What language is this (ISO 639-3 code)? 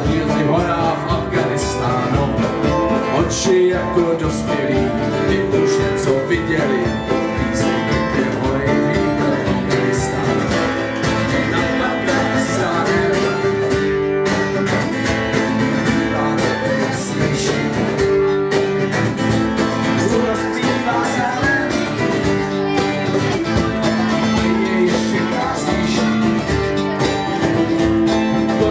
ces